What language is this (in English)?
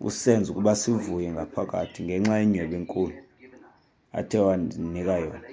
Xhosa